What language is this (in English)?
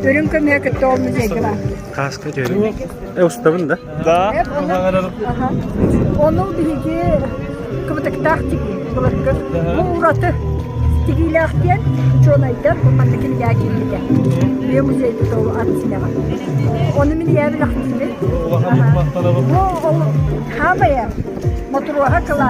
Yakut